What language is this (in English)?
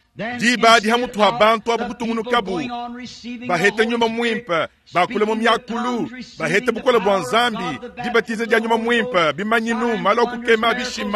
Luba-Lulua